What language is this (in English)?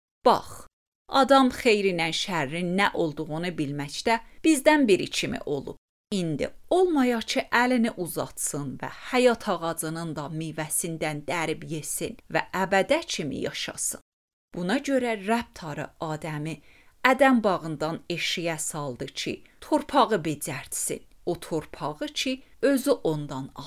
Azerbaijani